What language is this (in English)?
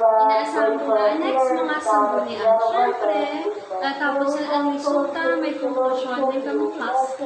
Hiligaynon